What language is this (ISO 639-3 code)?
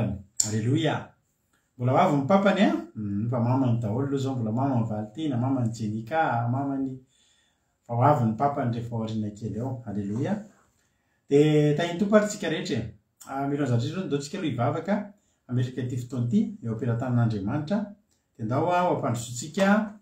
mlg